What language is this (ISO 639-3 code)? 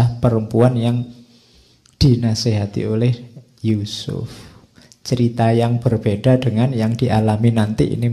ind